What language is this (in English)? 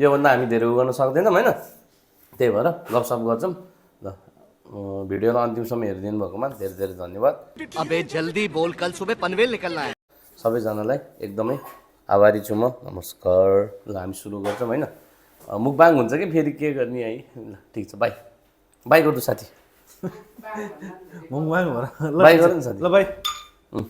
Nepali